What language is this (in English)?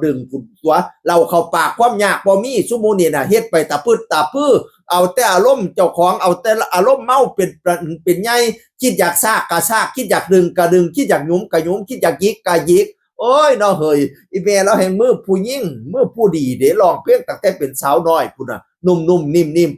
Northeastern Thai